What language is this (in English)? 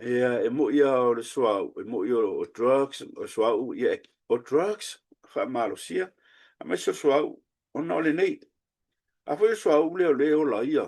Samoan